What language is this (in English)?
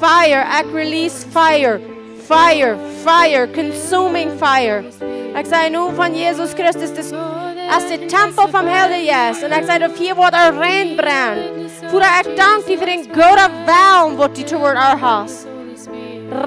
Plautdietsch